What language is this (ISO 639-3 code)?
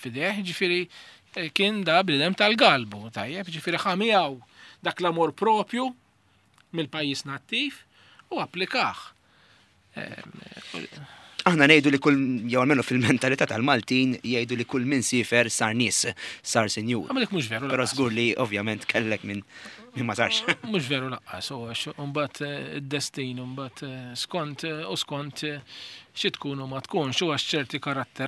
mlt